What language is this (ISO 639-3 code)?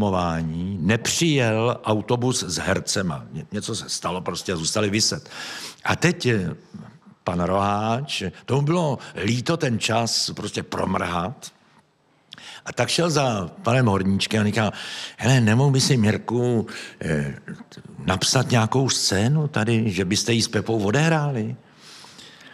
ces